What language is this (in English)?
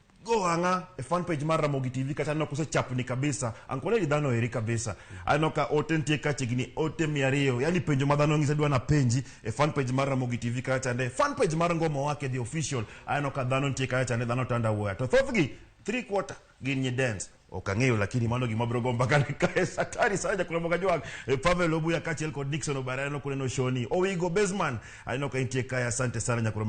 Luo (Kenya and Tanzania)